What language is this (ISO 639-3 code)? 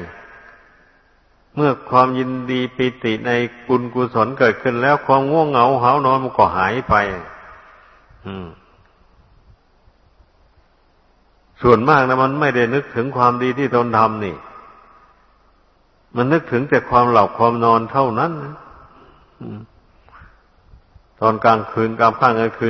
tha